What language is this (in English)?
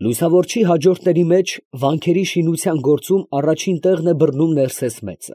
Armenian